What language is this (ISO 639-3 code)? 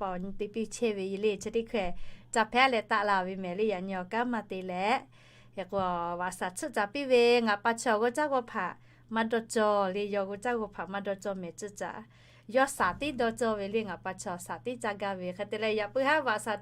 lhu